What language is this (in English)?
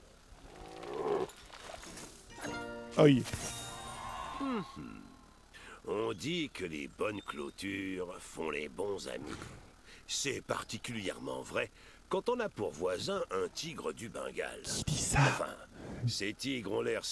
French